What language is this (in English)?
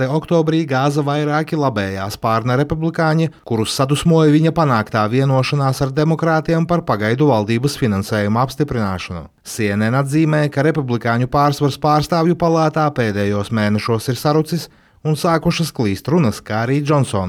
Latvian